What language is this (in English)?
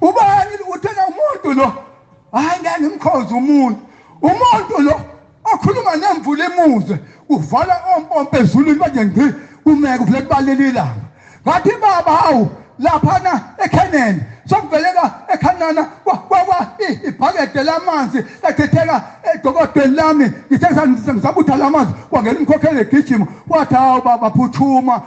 Zulu